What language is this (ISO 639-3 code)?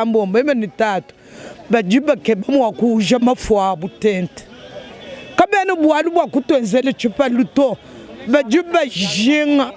lua